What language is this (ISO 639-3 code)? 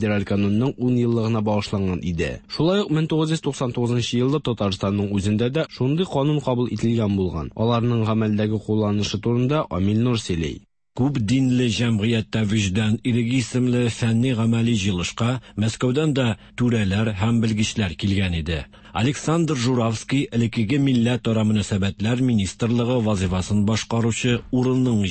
tat